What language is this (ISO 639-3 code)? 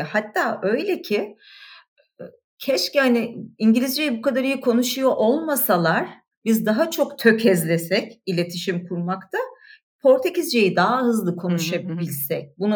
tur